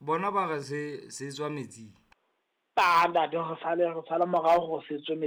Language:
Southern Sotho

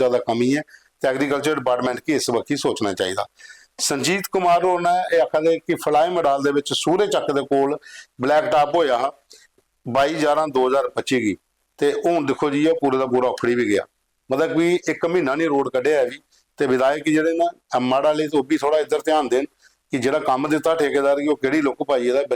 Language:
Dogri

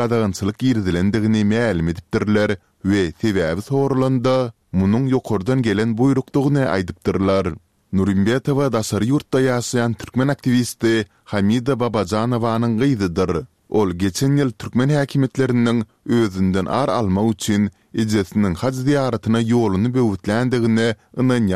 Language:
Turkmen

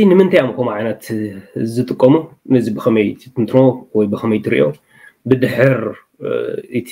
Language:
Tigrinya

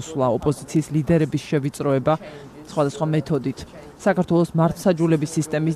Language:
Georgian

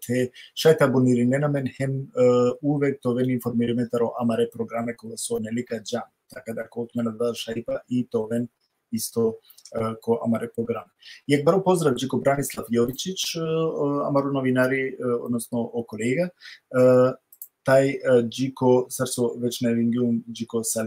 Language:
Balkan Romani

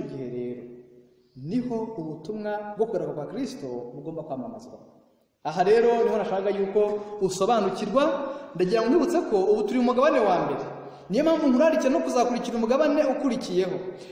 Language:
Kinyarwanda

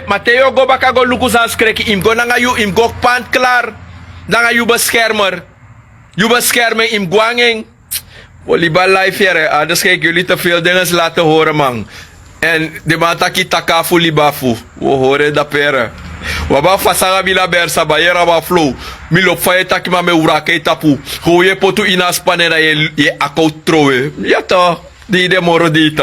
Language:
Sranan Tongo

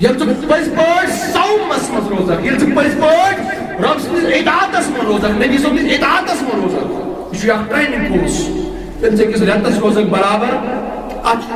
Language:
Kashmiri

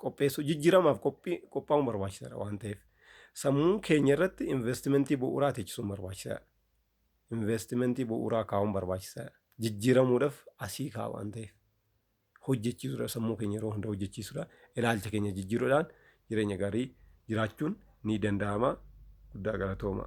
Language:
Oromo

